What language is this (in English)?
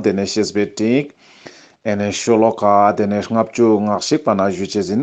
Ladakhi